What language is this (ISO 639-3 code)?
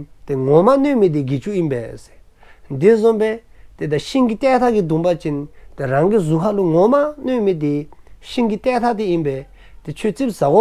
dzo